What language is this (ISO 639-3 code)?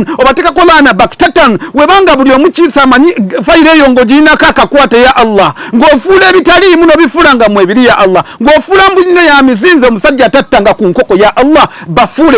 lug